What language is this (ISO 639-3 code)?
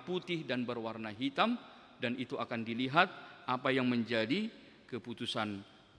bbc